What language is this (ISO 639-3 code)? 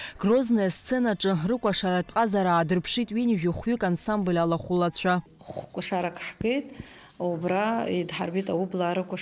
abk